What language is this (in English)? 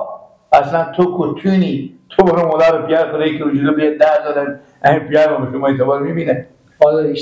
Persian